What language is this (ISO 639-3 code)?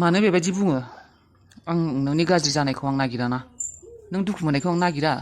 brx